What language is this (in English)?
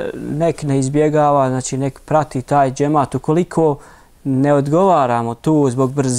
Bosnian